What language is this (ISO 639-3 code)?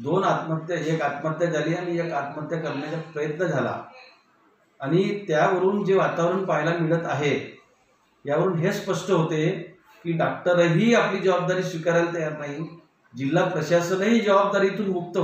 mar